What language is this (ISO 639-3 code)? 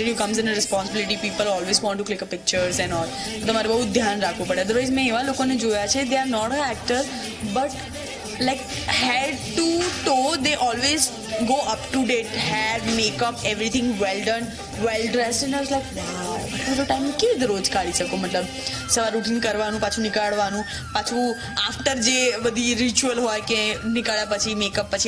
guj